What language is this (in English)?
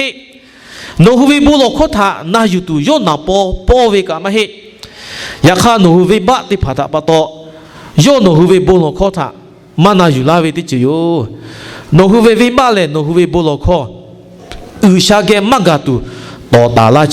Lahu